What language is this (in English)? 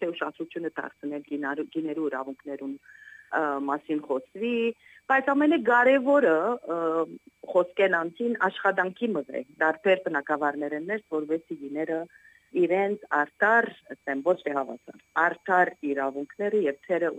Western Armenian